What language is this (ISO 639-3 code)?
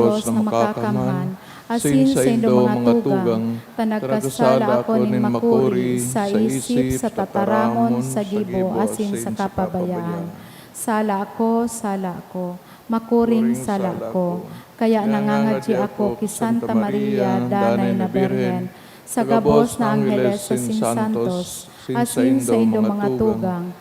bik